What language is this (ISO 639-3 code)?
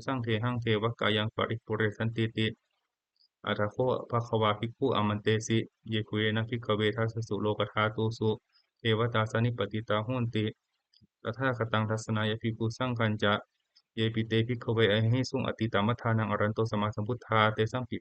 pli